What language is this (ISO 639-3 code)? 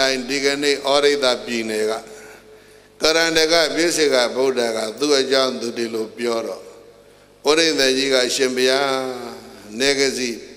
mya